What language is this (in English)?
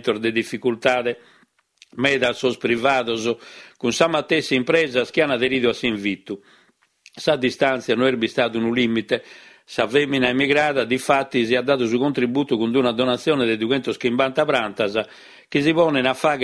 Sardinian